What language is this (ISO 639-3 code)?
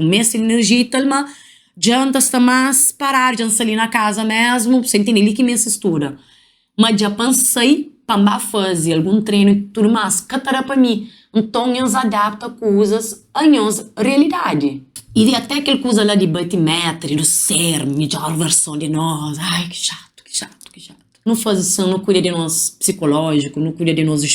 kea